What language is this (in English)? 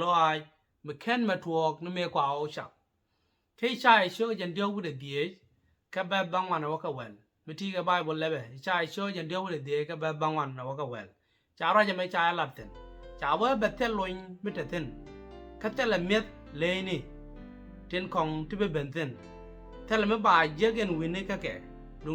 Nuer